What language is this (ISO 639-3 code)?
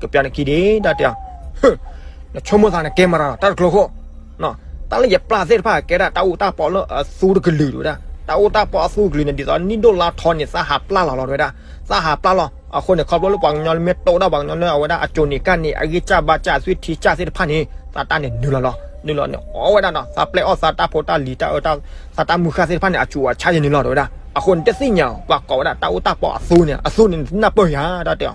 ksw